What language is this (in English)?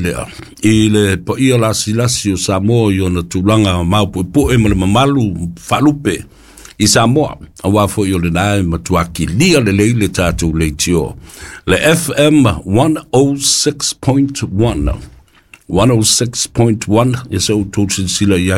Samoan